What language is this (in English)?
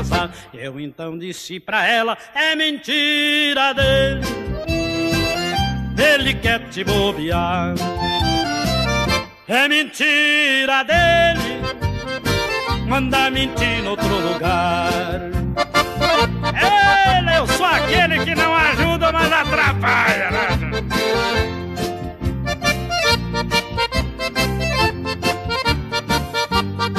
Portuguese